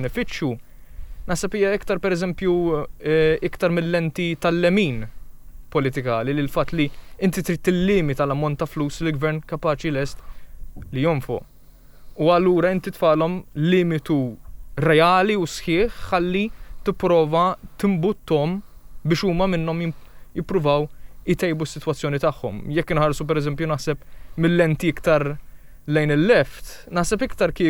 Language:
Maltese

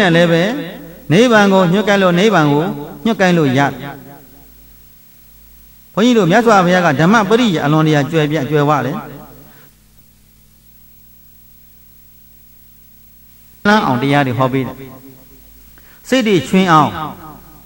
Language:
Burmese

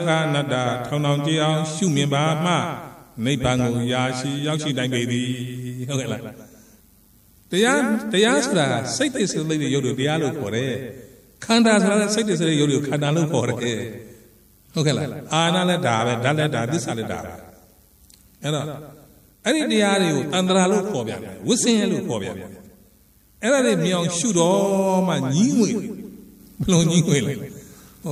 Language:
Burmese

